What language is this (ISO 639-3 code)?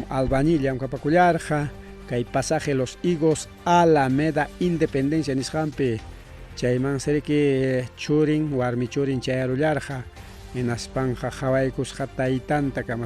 quy